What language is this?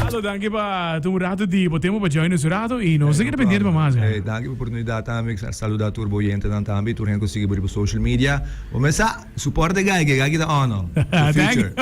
Papiamento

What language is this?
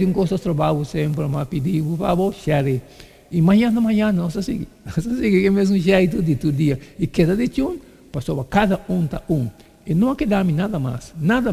Papiamento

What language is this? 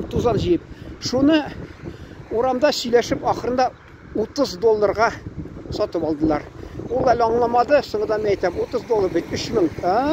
Tatar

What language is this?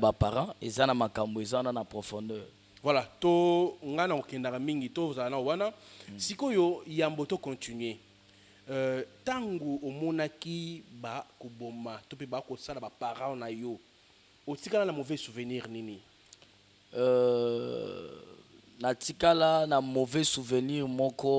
Lingala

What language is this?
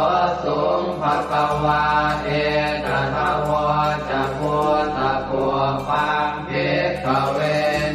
Pali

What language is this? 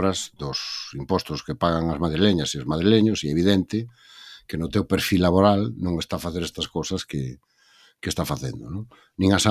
Galician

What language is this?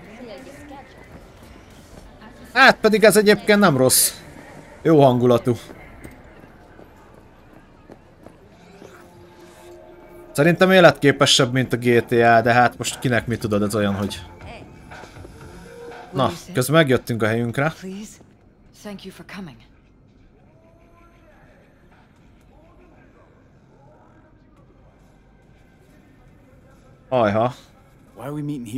Hungarian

